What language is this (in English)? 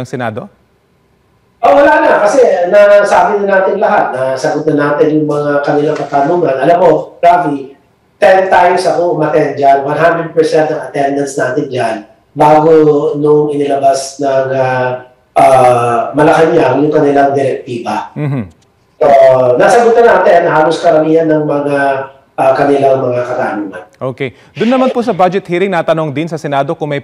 Filipino